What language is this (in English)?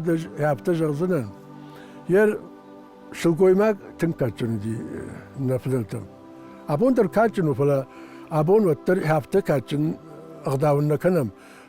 Ossetic